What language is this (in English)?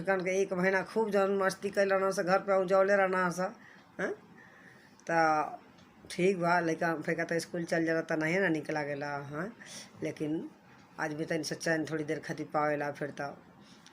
Bhojpuri